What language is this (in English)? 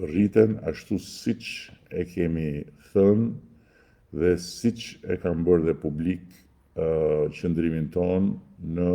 Albanian